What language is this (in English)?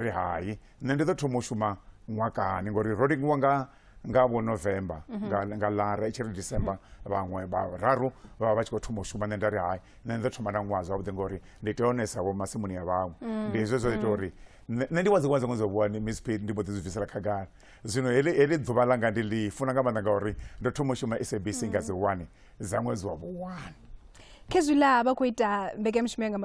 Venda